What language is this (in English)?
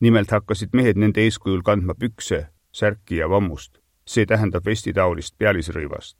Estonian